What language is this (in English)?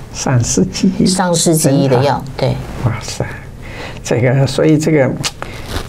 Chinese